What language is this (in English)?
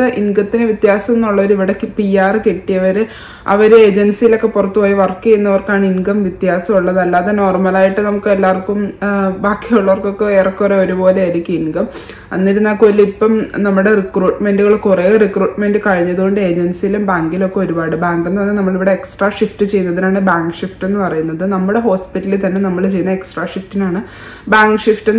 Malayalam